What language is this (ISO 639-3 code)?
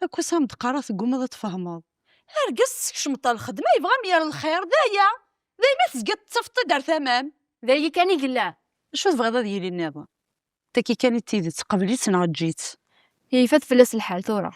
kab